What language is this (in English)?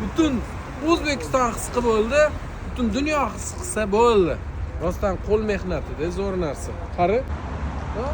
Uzbek